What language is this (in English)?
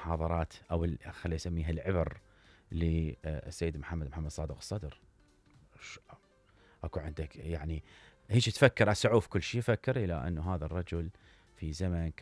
Mesopotamian Arabic